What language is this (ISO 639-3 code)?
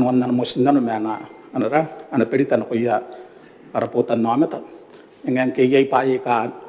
gil